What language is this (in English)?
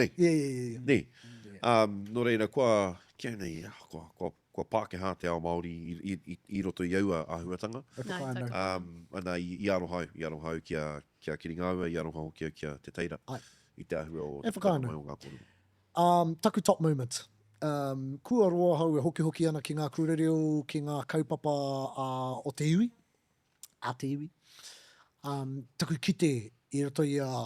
Māori